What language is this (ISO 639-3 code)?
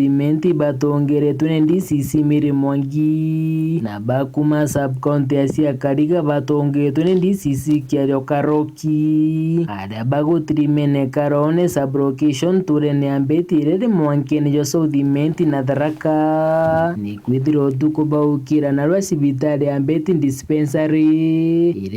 mer